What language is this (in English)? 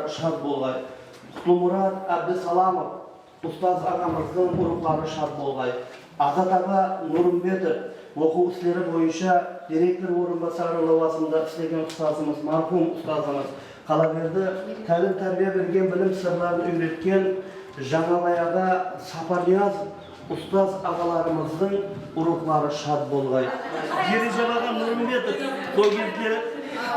Kara-Kalpak